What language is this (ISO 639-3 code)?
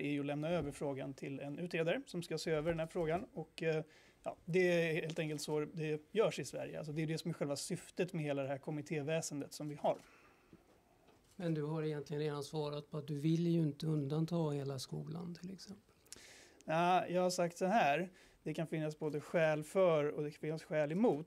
swe